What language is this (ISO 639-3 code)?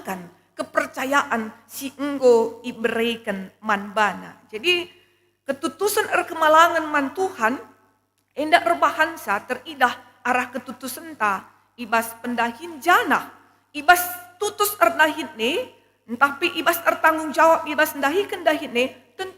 btx